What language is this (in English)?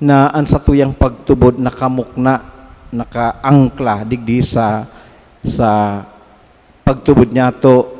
Bikol